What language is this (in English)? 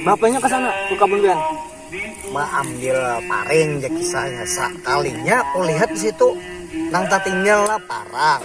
Banjar